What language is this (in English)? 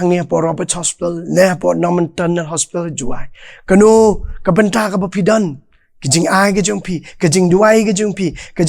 Khasi